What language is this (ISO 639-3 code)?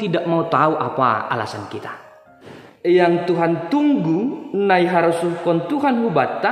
bts